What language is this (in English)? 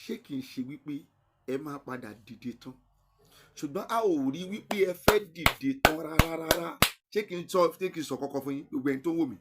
Yoruba